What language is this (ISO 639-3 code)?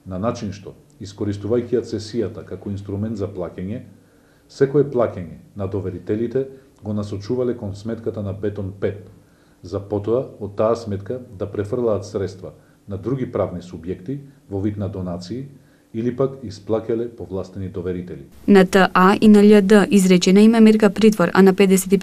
mkd